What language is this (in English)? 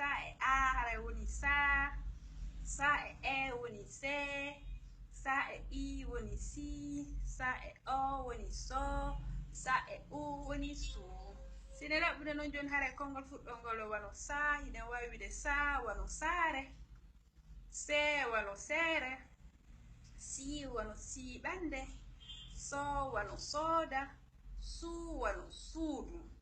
Fula